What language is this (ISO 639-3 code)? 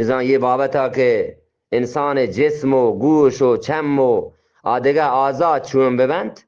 bgp